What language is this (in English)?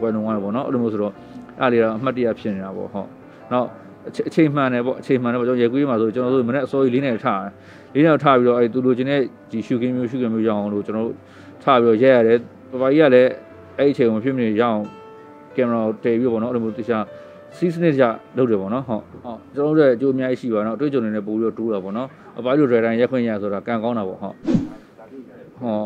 Burmese